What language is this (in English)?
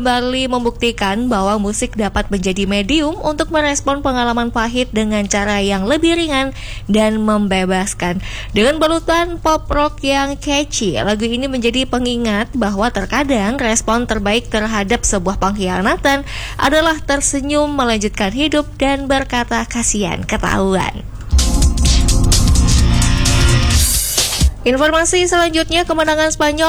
Indonesian